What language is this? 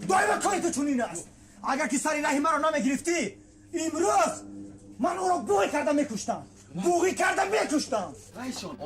Tajik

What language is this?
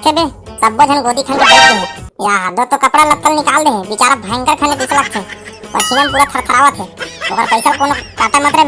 Chhattisgarhi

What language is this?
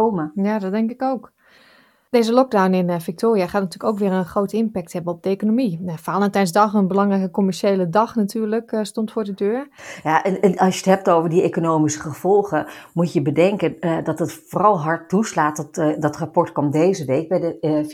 Dutch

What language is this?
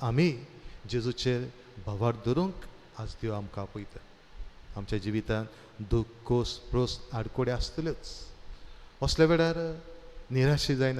Konkani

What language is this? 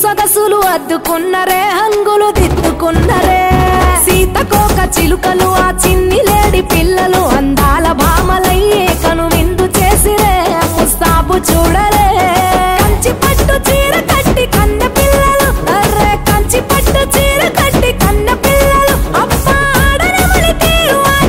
Telugu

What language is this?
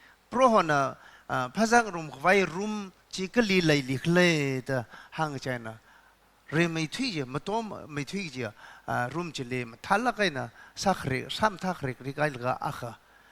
Tangkhul Naga (India)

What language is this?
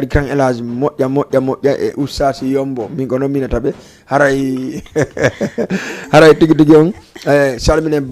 Fula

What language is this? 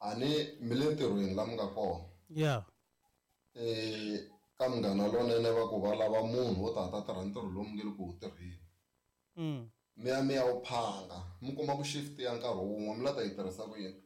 Tsonga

